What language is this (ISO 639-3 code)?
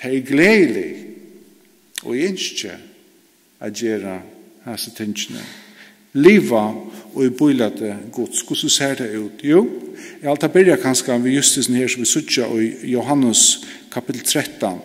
fao